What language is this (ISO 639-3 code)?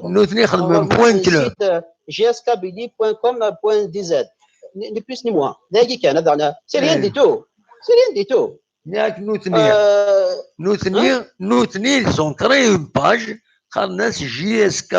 kab